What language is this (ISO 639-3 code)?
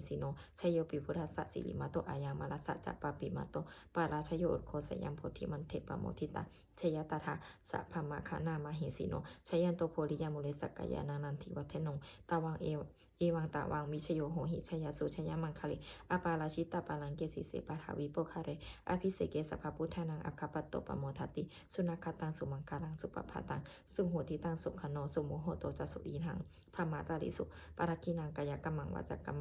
pli